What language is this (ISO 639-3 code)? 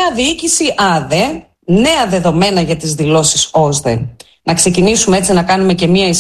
ell